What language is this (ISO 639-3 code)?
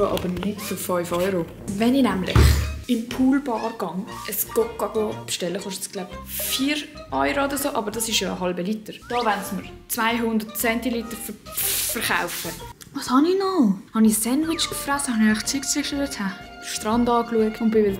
gsw